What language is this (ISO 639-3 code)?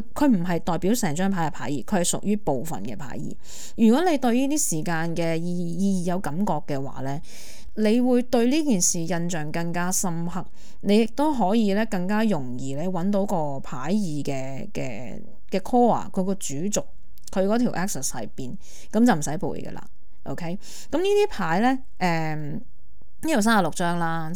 yue